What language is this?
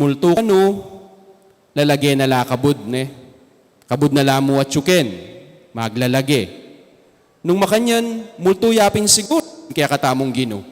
Pampanga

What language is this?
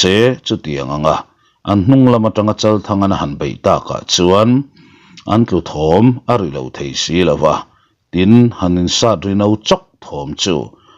Mizo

